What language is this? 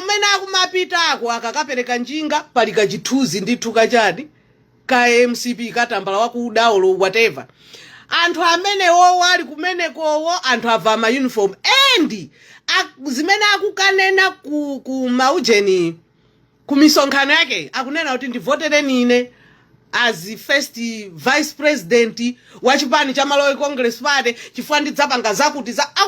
Nyanja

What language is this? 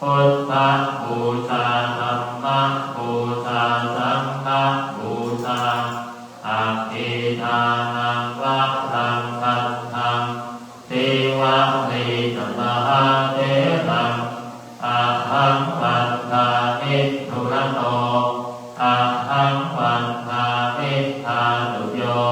Pali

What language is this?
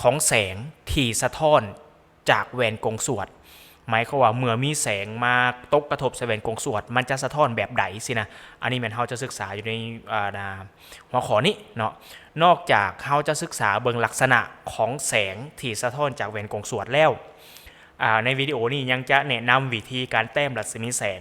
Lao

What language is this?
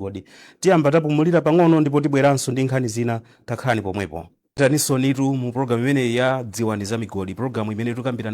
Nyanja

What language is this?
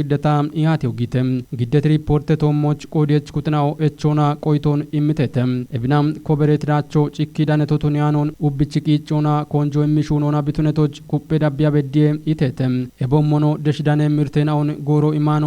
Kafa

